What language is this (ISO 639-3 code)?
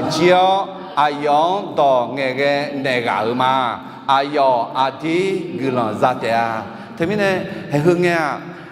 ahk